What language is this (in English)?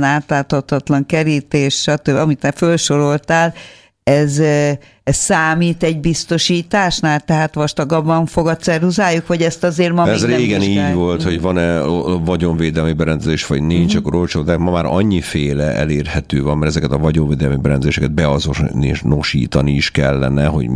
Hungarian